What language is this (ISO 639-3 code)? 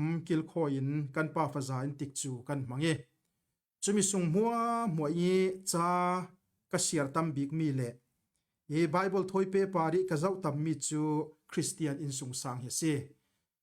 cfm